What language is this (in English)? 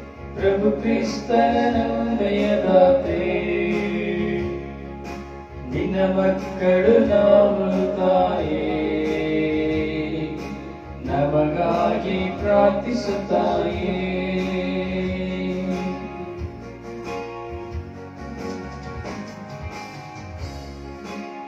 Kannada